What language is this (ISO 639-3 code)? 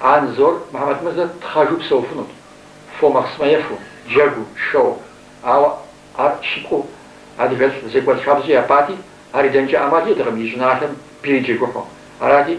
kbd